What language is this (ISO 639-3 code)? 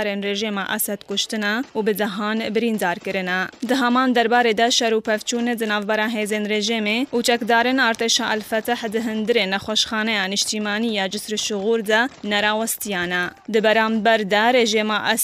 kur